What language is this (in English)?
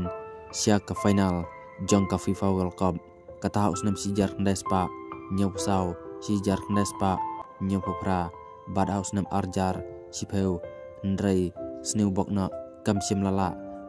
Khasi